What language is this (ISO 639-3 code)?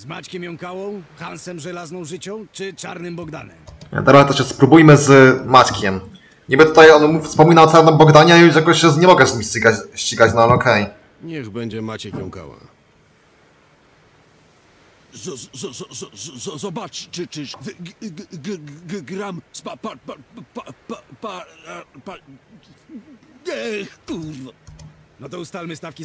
pol